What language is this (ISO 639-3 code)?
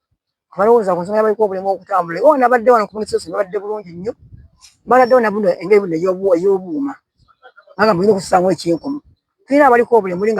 lug